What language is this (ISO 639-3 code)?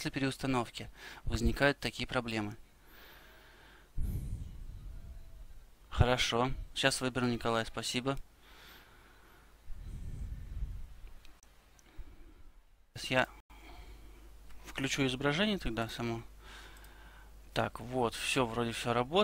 rus